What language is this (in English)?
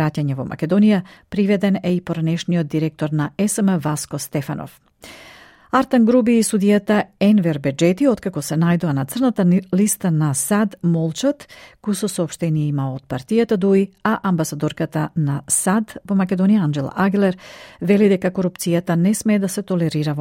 Macedonian